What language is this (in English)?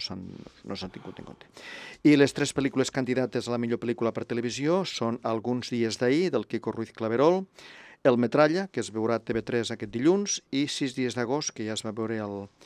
Catalan